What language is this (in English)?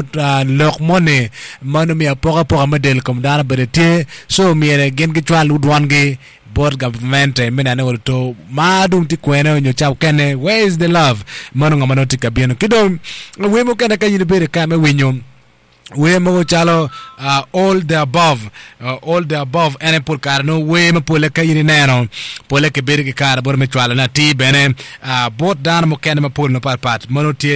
Acoli